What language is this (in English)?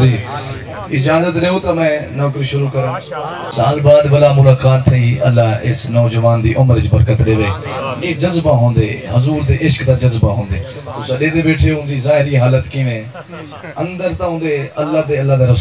Saraiki